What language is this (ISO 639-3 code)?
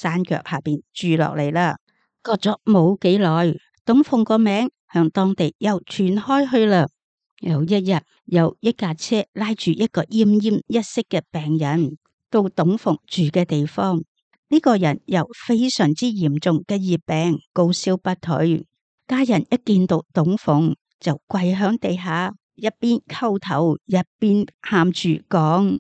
yue